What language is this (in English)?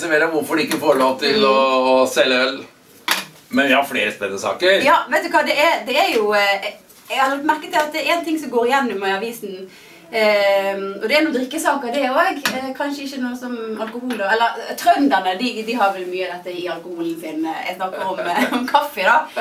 Norwegian